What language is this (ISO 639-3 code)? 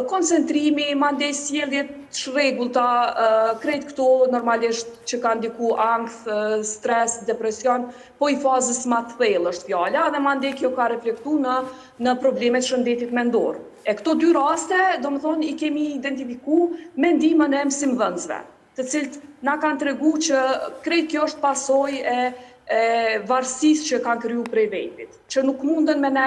sqi